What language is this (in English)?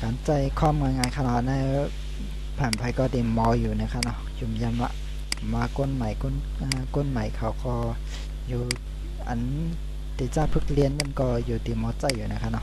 Shan